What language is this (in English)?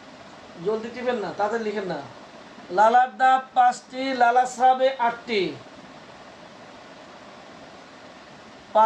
Bangla